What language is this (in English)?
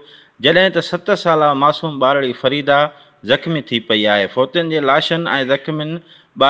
Sindhi